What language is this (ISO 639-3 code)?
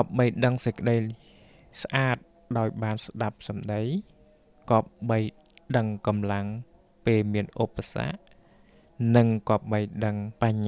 khm